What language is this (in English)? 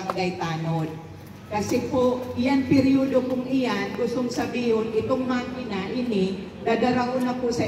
Bikol